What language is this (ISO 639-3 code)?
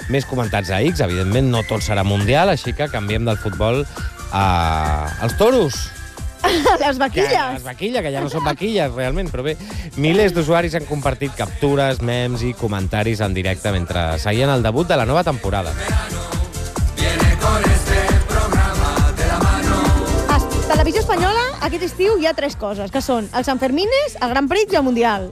cat